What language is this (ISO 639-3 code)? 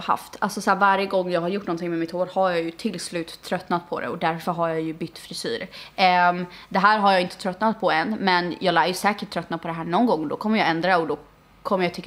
swe